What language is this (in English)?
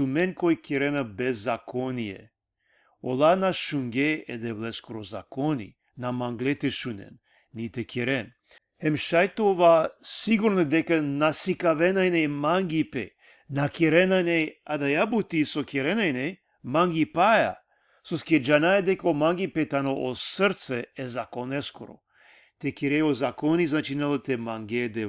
Balkan Romani